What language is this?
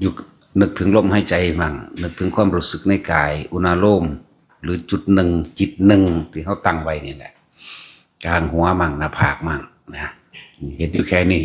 Northeastern Thai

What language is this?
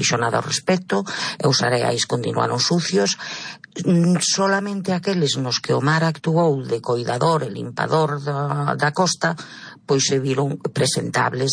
Galician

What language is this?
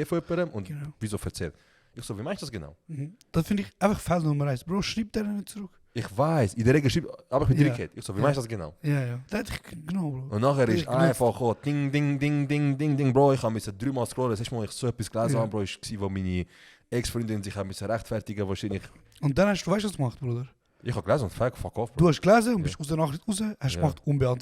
Swiss German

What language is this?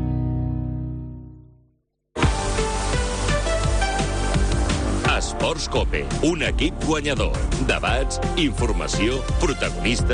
Catalan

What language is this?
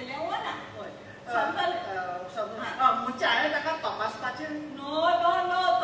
Konkani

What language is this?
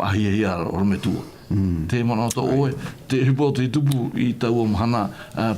Tahitian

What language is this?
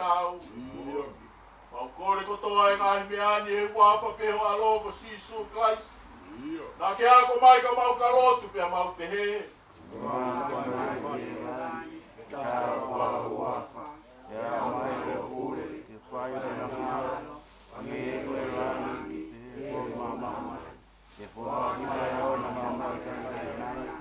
Tongan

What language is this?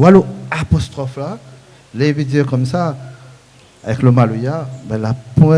Réunion Creole French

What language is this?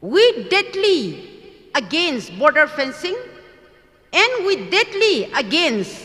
Tangkhul Naga (India)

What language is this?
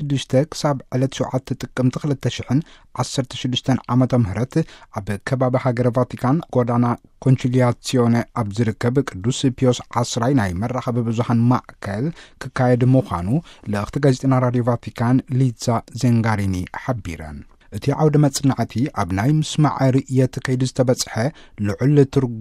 Tigrinya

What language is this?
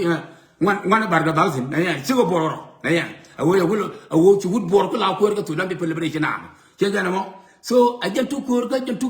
Nuer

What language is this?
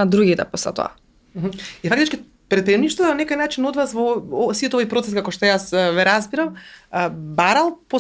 Macedonian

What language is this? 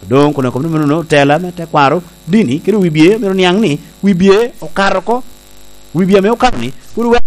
Lango (Uganda)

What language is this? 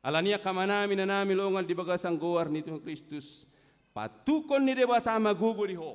Batak Toba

